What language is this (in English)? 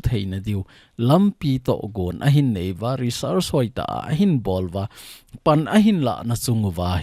Thado Chin